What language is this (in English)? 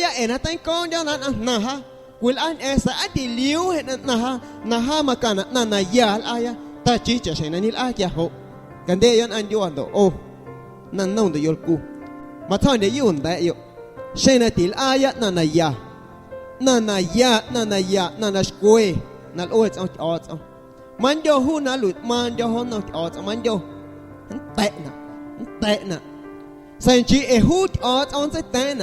Guerrero Amuzgo